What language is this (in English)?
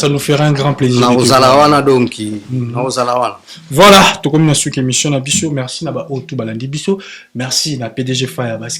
Lingala